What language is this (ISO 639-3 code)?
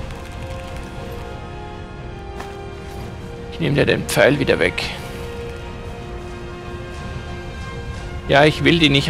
deu